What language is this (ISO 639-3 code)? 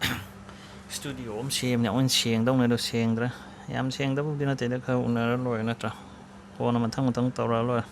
mni